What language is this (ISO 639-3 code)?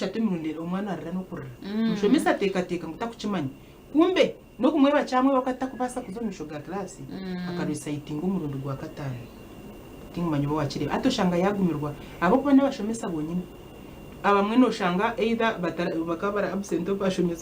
nyn